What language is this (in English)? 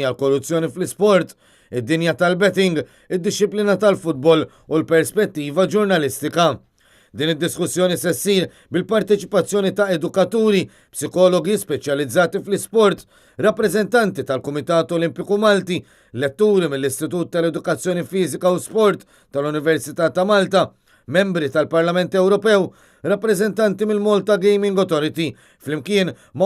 Maltese